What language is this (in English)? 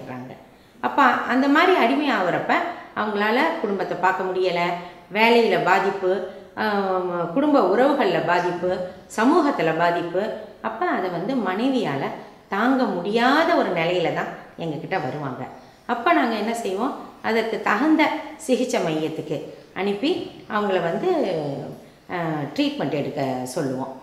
Tamil